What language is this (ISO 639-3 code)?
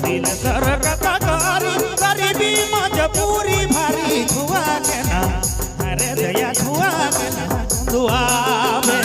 sck